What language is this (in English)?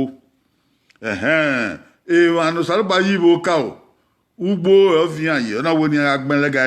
Bini